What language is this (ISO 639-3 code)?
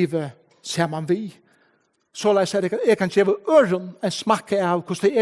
fao